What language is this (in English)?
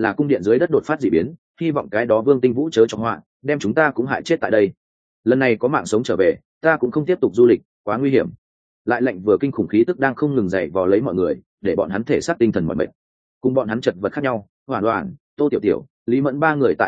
Vietnamese